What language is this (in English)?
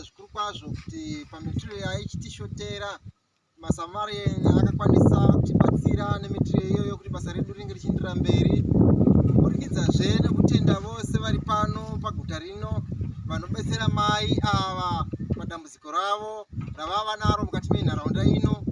Shona